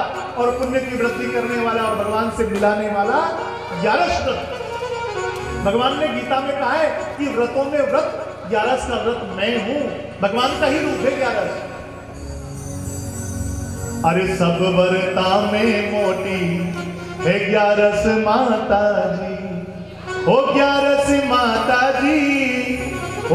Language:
Hindi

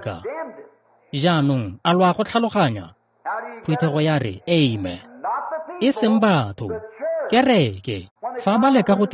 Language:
Tswana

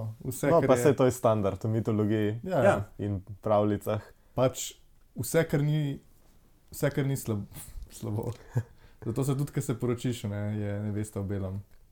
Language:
Slovenian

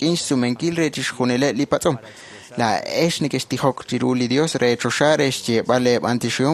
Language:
Kekchí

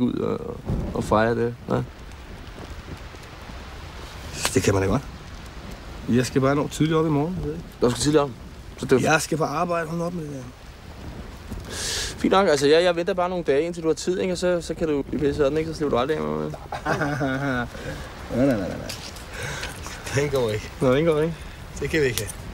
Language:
Danish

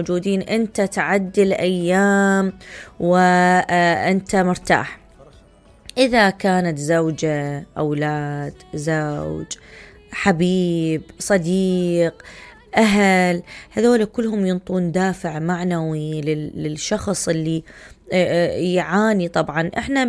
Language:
Mesopotamian Arabic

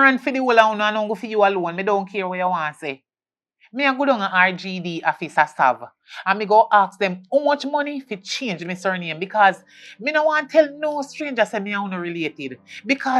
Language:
Jamaican Creole English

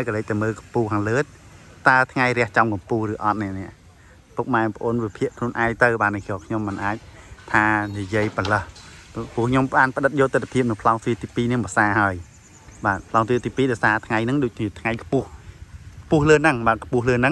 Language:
Khmer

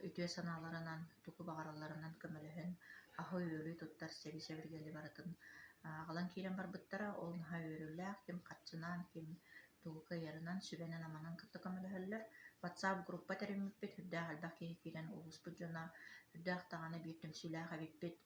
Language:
Yakut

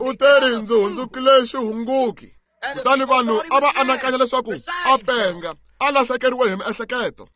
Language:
Tsonga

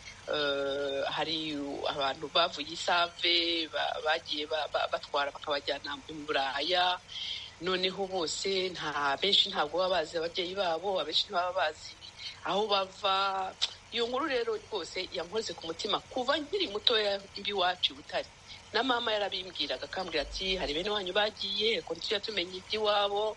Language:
Kinyarwanda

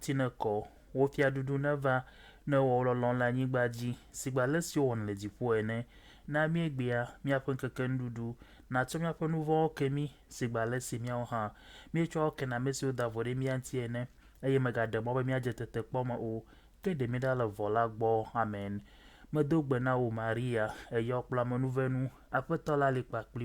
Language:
Ewe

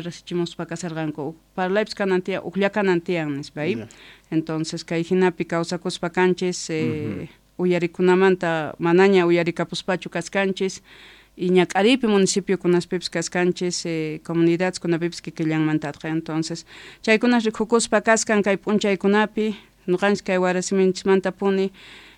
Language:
South Bolivian Quechua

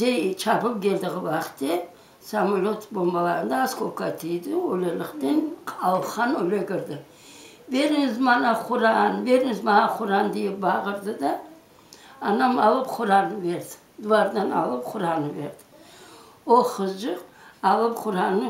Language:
Crimean Tatar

